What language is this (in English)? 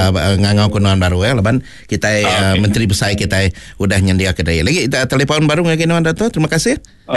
Iban